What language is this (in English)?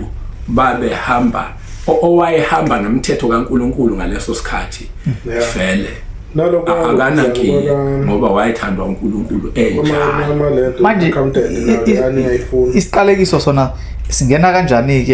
Zulu